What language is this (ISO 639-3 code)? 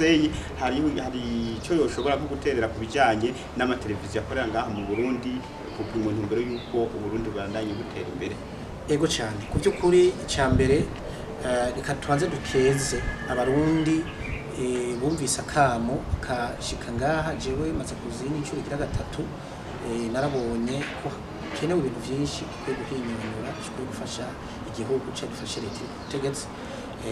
run